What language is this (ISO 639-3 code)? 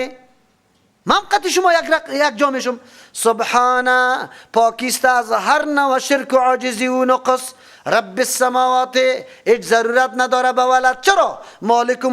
fas